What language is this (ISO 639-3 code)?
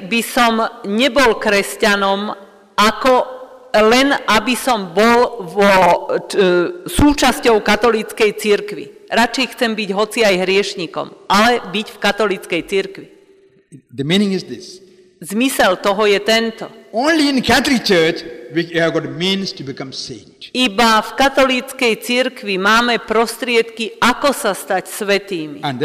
slk